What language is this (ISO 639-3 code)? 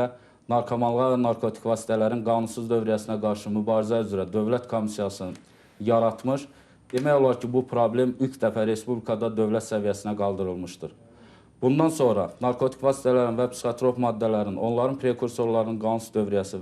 aze